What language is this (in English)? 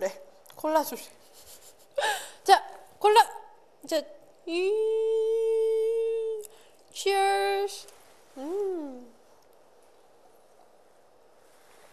Korean